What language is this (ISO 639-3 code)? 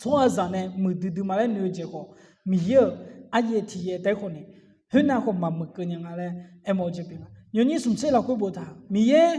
ahk